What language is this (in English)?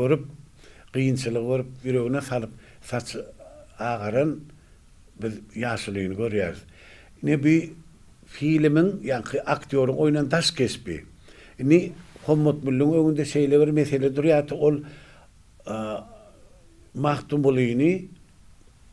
Turkmen